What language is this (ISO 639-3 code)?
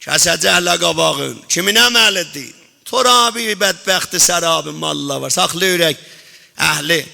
azb